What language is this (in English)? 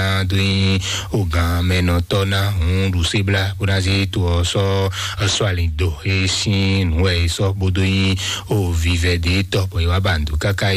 Fon